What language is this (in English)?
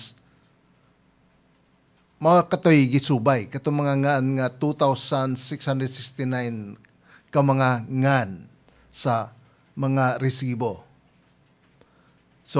Cebuano